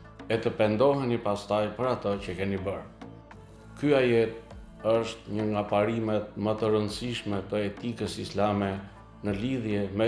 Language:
Albanian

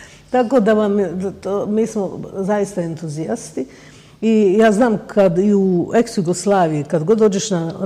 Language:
Bosnian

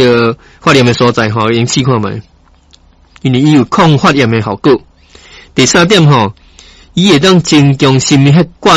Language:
Min Nan Chinese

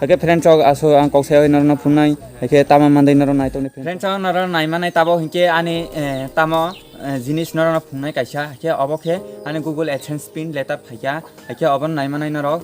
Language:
Kok Borok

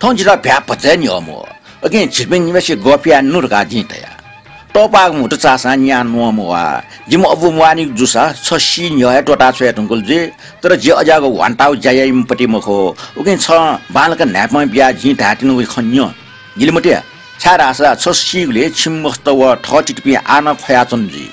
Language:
Newari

